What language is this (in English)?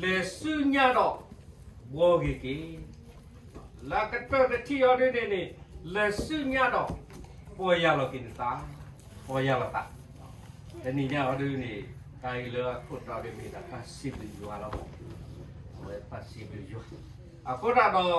S'gaw Karen